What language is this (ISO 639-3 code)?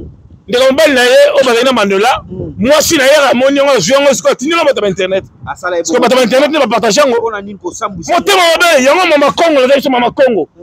lin